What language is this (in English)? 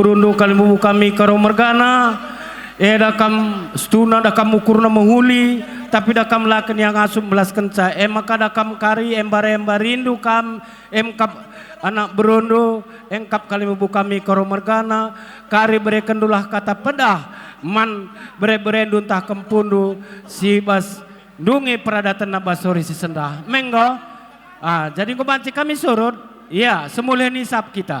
Batak Karo